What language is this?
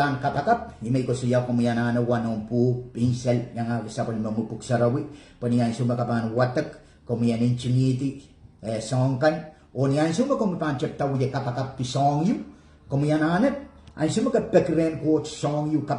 Pohnpeian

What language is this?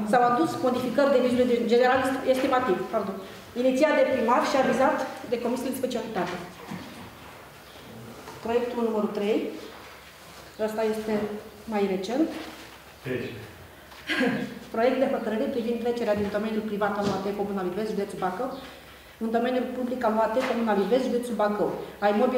Romanian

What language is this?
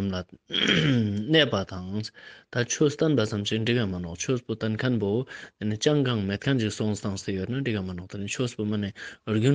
Ladakhi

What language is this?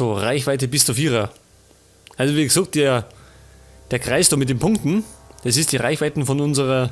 Bavarian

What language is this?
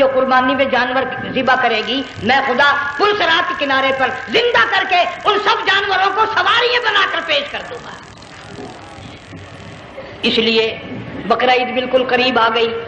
Urdu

